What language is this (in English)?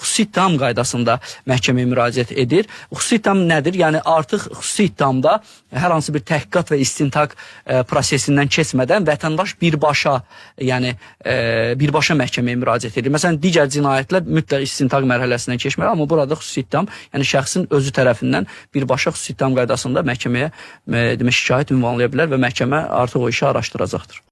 Azerbaijani